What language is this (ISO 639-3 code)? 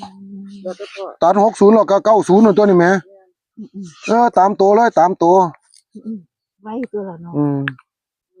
tts